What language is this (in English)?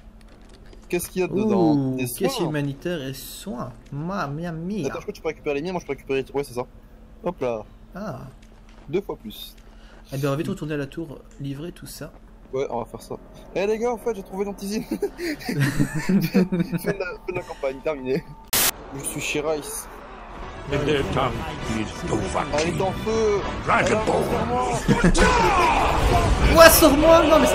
French